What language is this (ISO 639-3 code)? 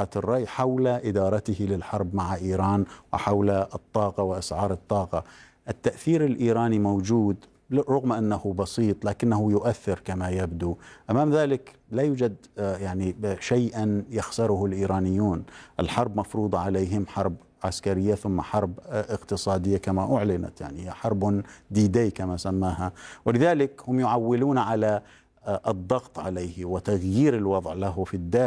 ara